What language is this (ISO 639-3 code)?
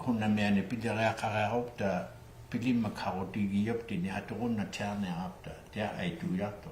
iku